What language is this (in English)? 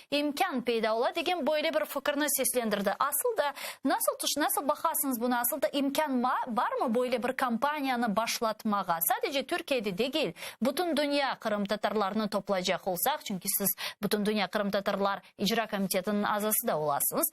Crimean Tatar